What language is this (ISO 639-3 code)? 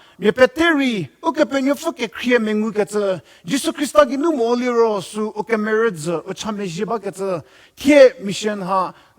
njm